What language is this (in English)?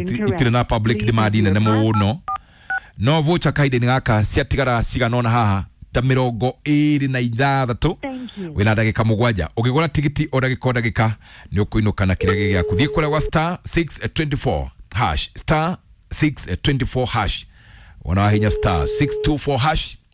Kikuyu